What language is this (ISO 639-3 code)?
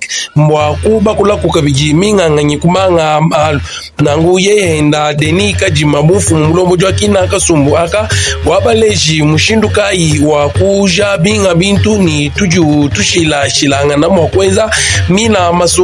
lua